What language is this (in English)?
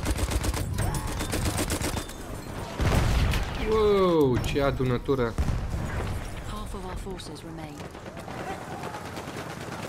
Romanian